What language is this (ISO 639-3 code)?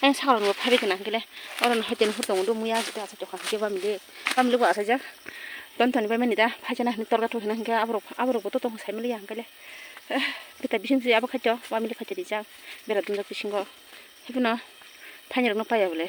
trp